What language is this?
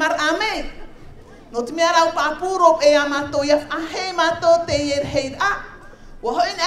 Tahitian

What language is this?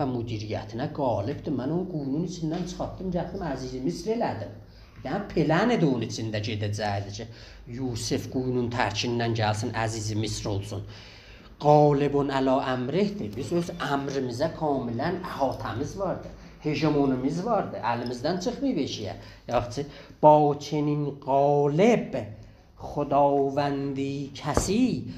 South Azerbaijani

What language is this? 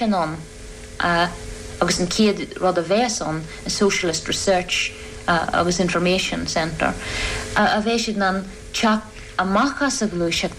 Irish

